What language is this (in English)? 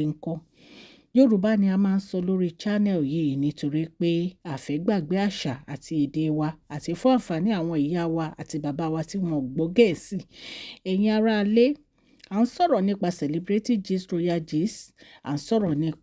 Yoruba